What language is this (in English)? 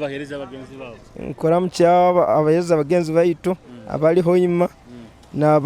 Nyoro